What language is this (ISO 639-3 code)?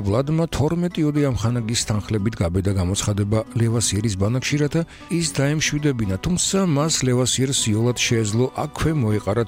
kat